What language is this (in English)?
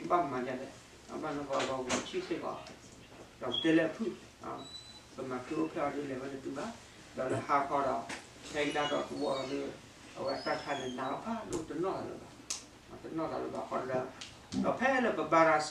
S'gaw Karen